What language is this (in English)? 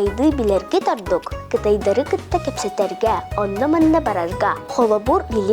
Yakut